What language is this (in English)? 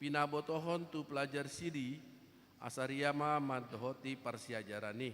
Batak Toba